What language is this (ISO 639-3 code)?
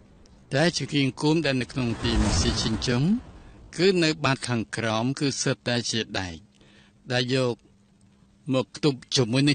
khm